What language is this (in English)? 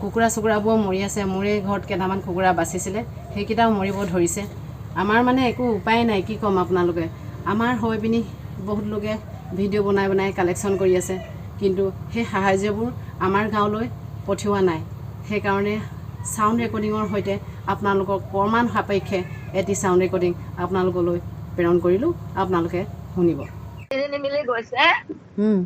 Assamese